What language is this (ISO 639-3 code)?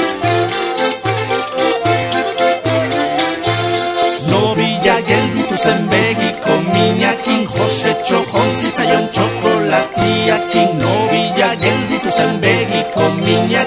eus